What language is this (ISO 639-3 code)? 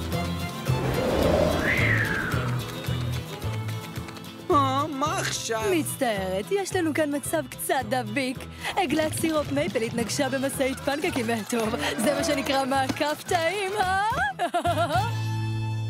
heb